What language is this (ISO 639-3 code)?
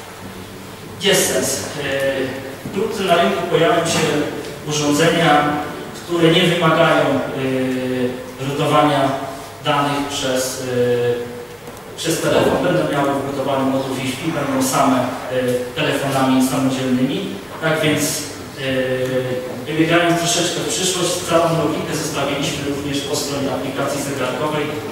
pol